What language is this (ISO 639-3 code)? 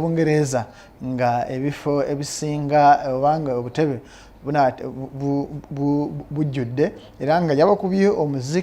lug